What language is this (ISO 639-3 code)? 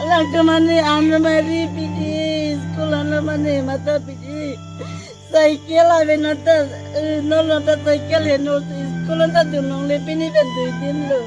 mjw